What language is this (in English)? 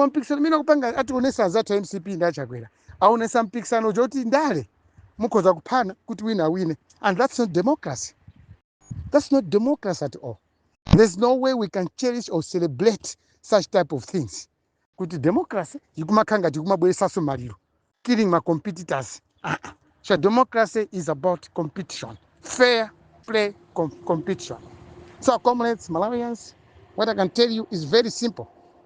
Nyanja